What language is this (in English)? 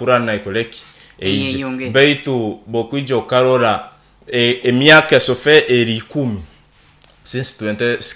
Nyoro